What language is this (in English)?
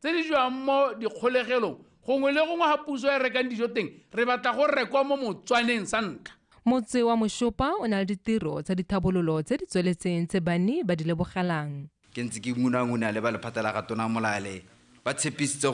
Tswana